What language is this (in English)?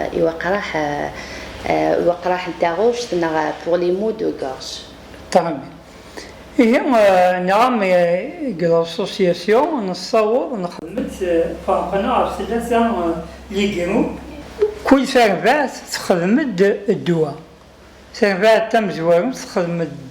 Kabyle